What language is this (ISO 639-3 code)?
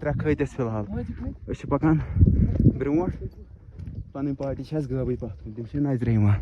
kas